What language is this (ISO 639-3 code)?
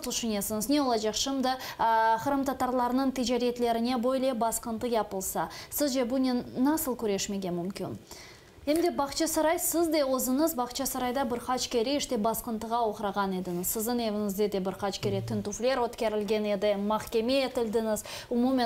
crh